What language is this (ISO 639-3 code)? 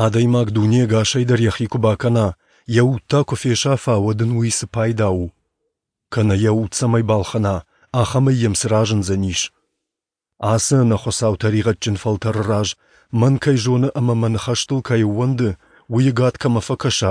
oss